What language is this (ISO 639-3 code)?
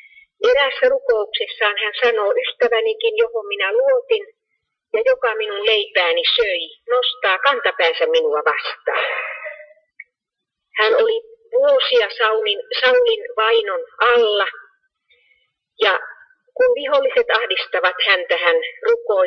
fin